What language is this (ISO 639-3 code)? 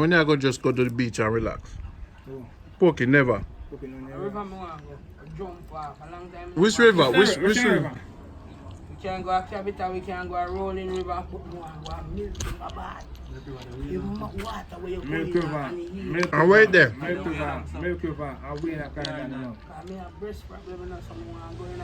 jam